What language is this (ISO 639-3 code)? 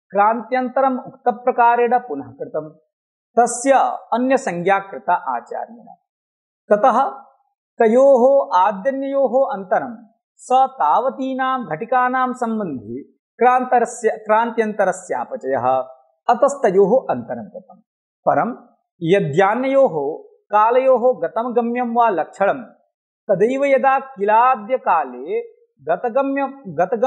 san